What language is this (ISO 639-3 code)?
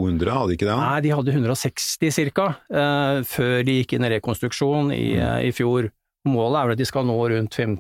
nor